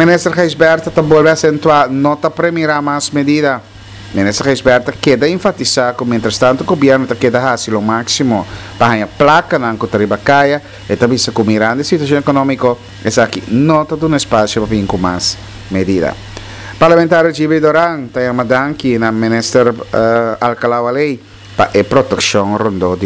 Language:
Papiamento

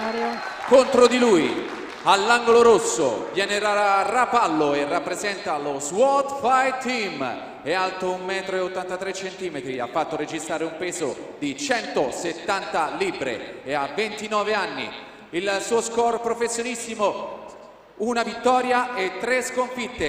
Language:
Italian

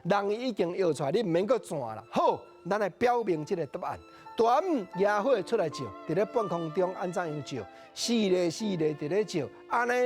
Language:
Min Nan Chinese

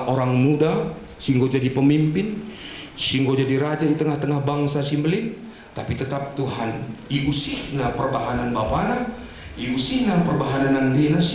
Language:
Batak Karo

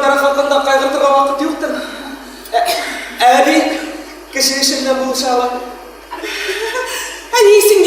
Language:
Bashkir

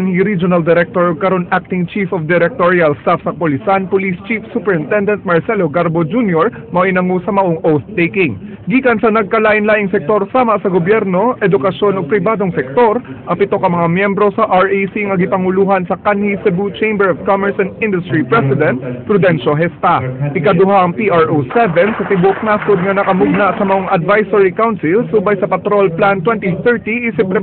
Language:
Cebuano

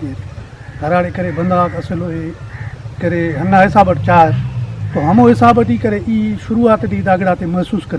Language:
Brahui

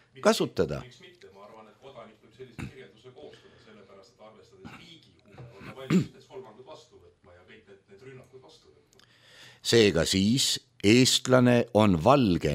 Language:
Estonian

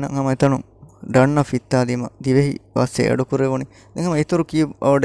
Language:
Divehi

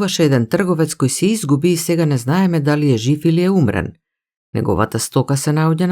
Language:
Macedonian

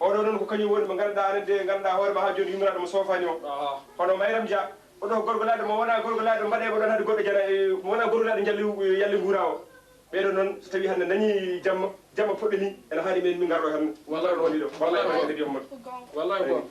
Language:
Fula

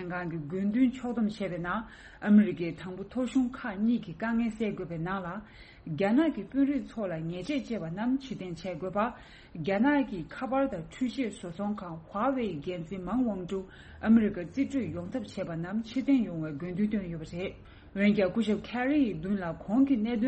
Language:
Tibetan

